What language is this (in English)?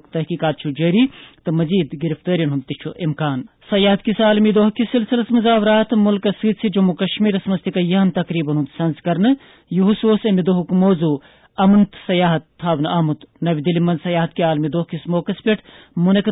Kashmiri